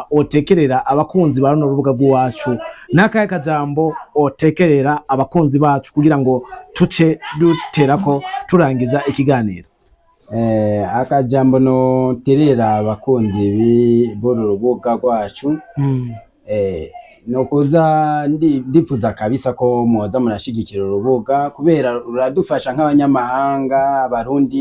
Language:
Rundi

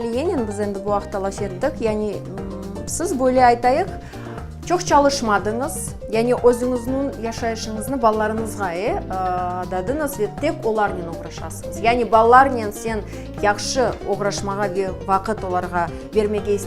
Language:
Crimean Tatar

